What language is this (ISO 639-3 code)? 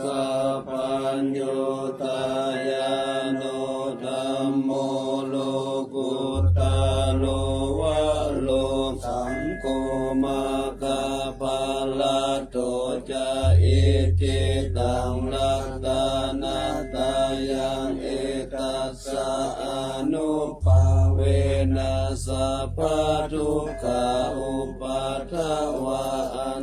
pli